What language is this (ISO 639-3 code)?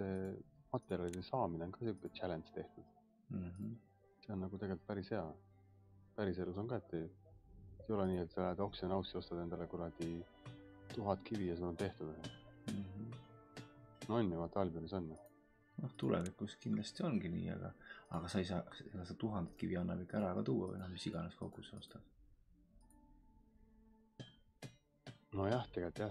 est